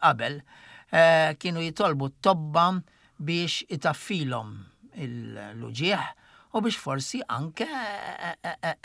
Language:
Maltese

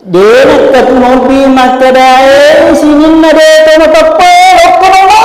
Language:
Buginese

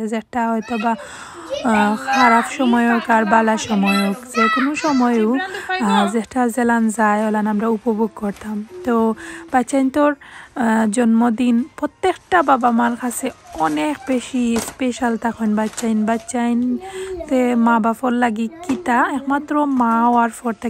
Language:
Sylheti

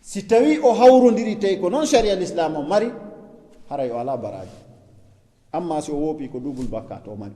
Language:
Fula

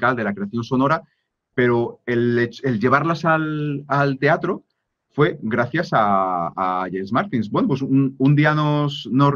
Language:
Spanish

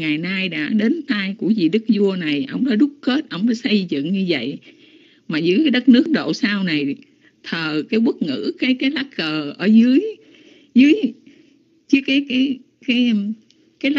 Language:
Vietnamese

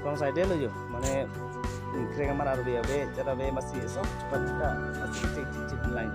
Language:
Karbi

